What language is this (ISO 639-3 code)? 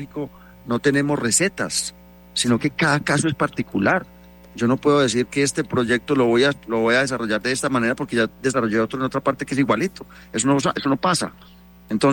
spa